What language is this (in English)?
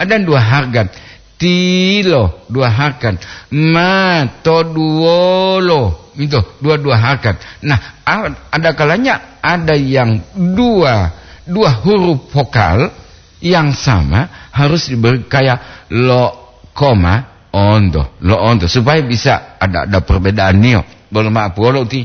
Gorontalo